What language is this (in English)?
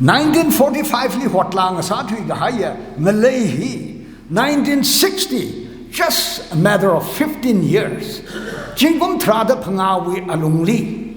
Tangkhul Naga (India)